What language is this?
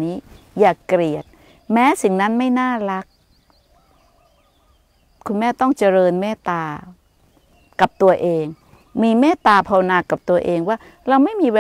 Thai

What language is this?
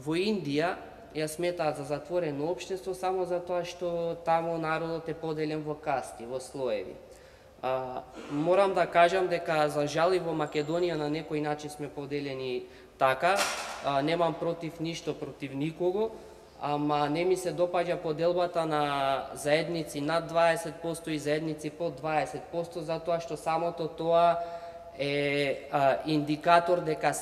Macedonian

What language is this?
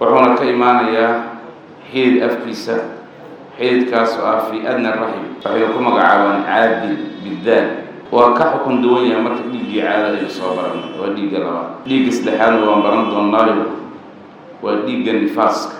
Somali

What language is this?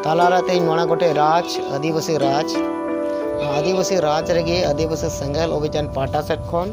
Santali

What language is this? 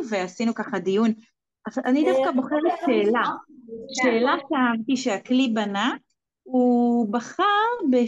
Hebrew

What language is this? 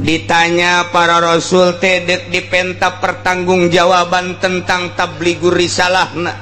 Sundanese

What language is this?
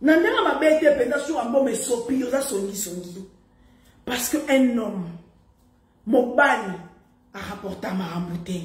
Lingala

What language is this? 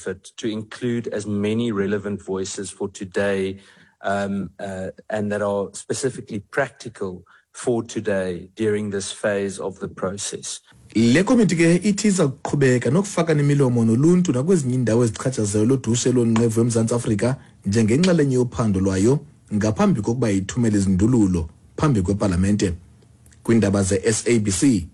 Xhosa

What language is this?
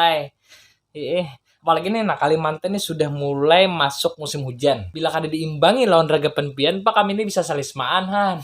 Banjar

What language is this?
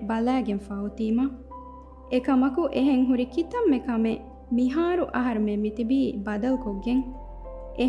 Divehi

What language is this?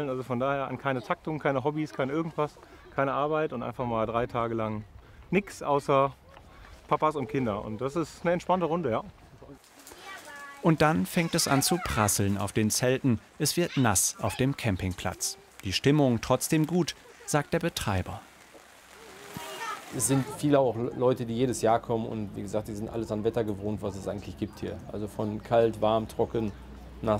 German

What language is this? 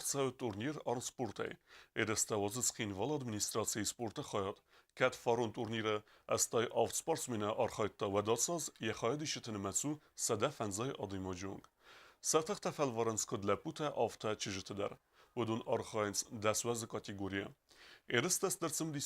Ossetic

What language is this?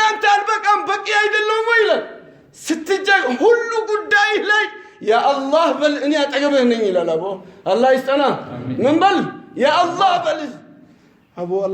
Amharic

